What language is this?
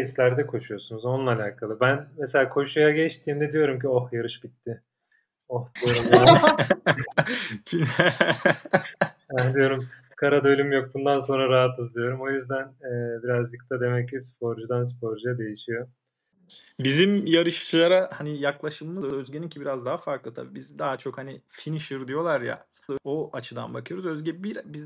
Turkish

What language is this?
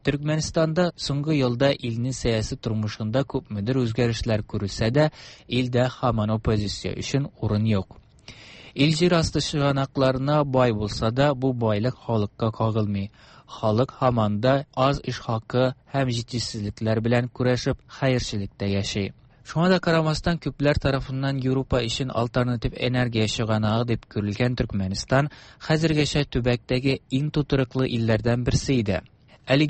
Tatar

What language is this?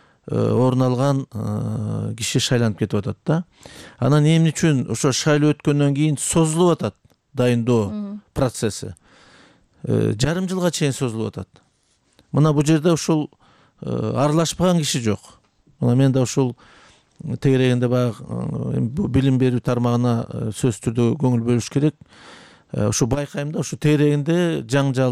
Kyrgyz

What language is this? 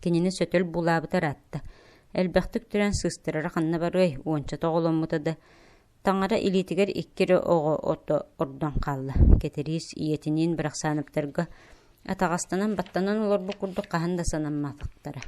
Yakut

